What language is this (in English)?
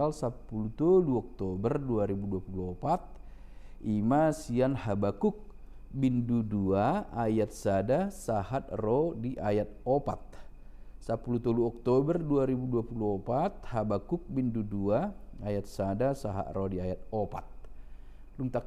Batak Toba